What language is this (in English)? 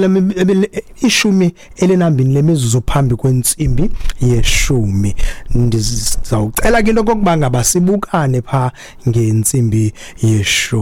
Xhosa